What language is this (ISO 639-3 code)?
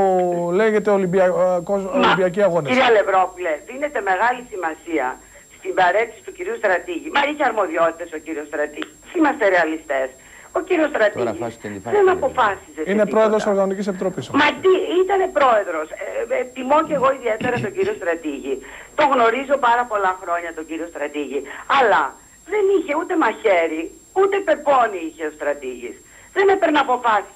ell